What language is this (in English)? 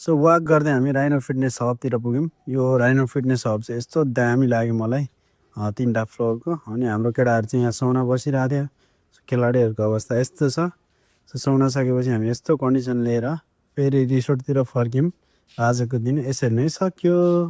Nepali